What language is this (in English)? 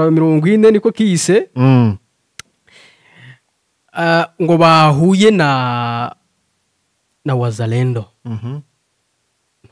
Kinyarwanda